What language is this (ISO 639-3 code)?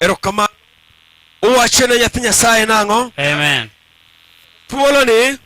luo